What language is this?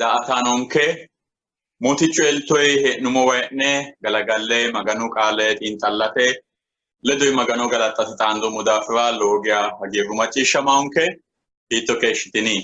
Sidamo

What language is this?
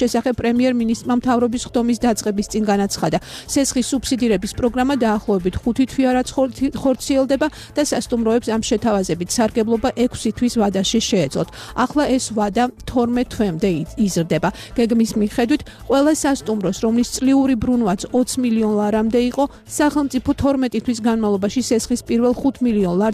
Georgian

